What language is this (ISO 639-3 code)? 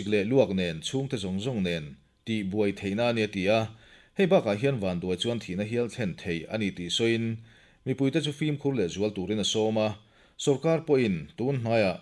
lus